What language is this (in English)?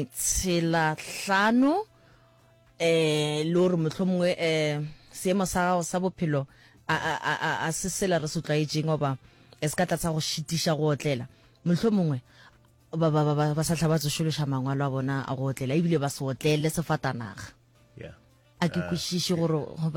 Northern Sotho